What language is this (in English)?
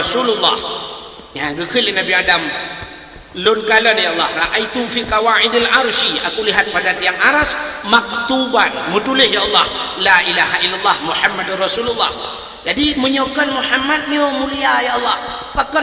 Achinese